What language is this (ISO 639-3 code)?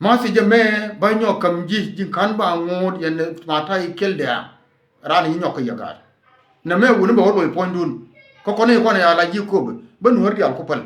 nus